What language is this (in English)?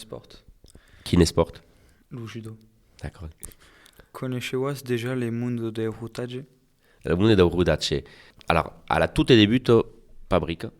Occitan